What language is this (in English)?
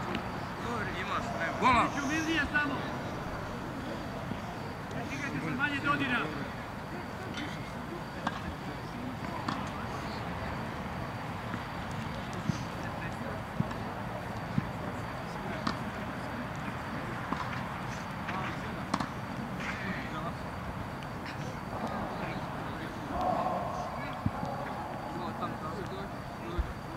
Croatian